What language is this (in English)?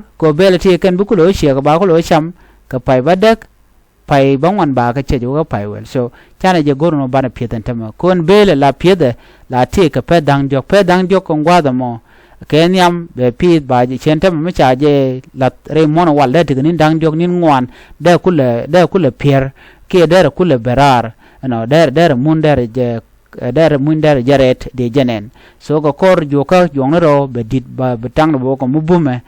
Nuer